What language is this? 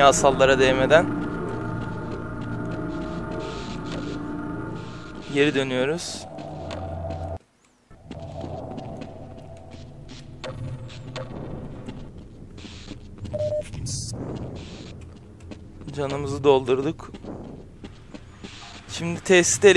Turkish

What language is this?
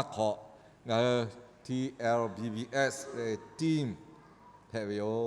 Lahu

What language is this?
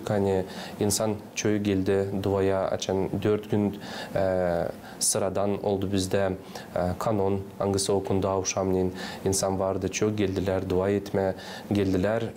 Gagauz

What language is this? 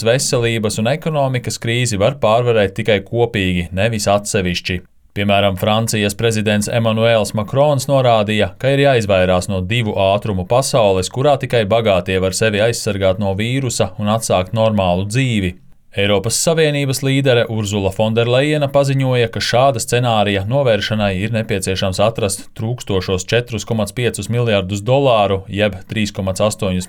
Latvian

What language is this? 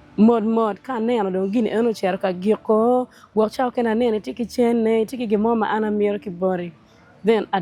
Acoli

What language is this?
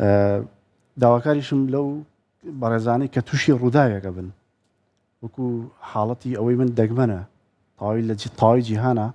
Central Kurdish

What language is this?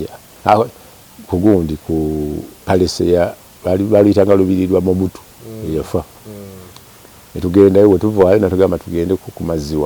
Ganda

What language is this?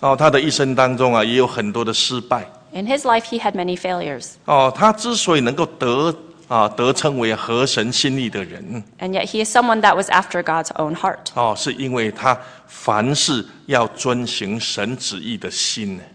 Chinese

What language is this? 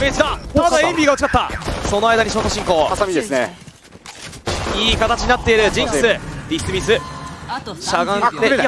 Japanese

